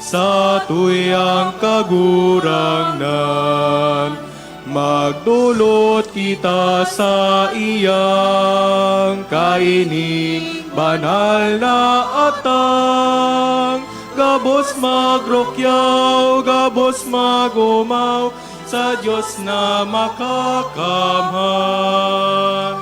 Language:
Bikol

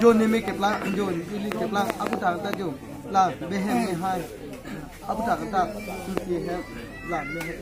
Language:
Karbi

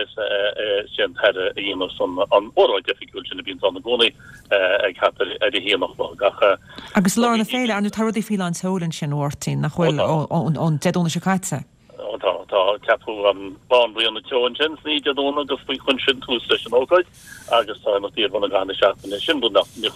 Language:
Irish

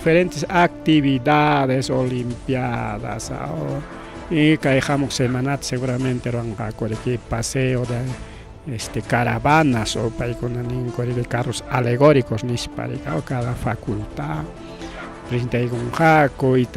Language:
Ayacucho Quechua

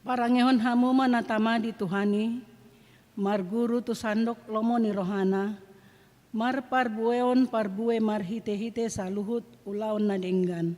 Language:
Batak Toba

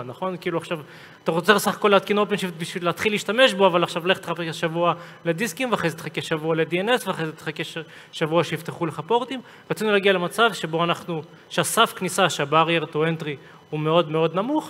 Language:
Hebrew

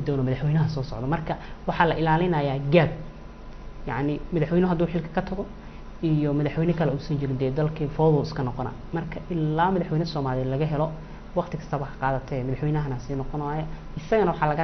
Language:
Somali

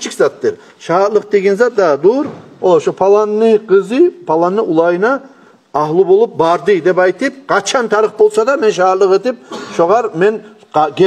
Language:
Kumyk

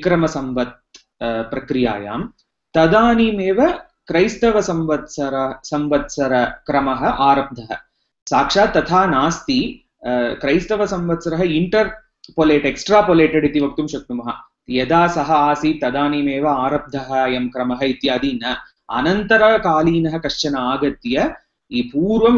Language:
Sanskrit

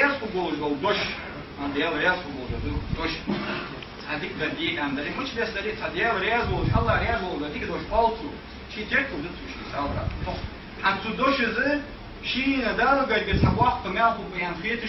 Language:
Ingush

